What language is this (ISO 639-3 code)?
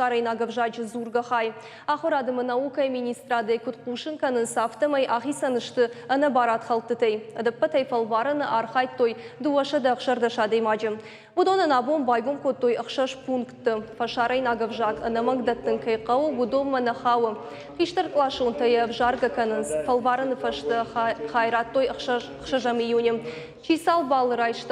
oss